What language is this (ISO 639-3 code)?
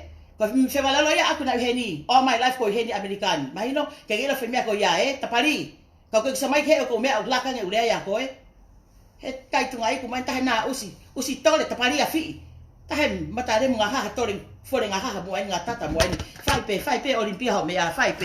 ton